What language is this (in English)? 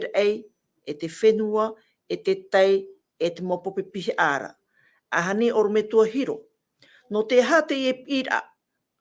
Tahitian